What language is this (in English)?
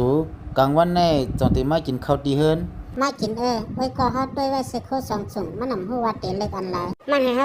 Shan